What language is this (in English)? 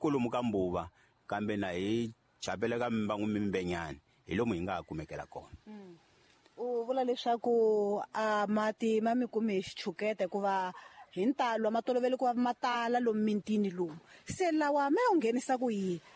Tsonga